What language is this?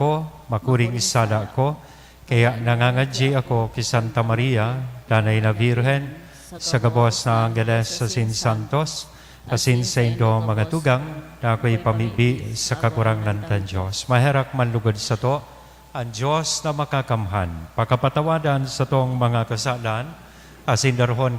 Bikol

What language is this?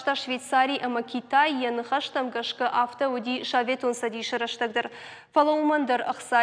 Ossetic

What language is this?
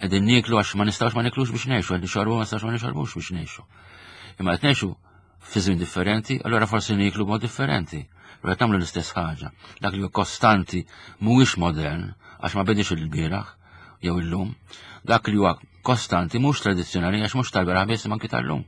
Maltese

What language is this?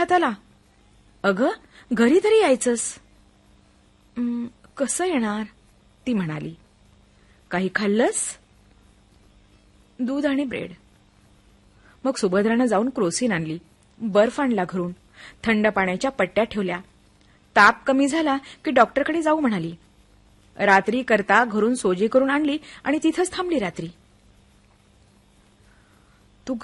Marathi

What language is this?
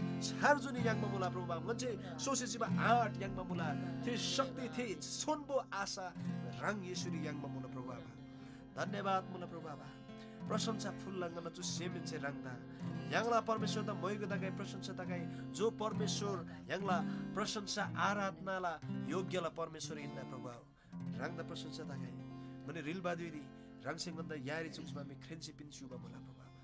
Eastern Tamang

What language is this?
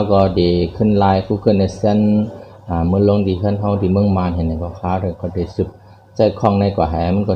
Shan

